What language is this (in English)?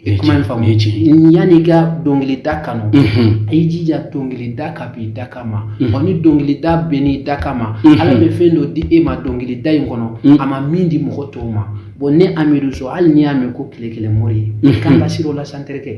Bambara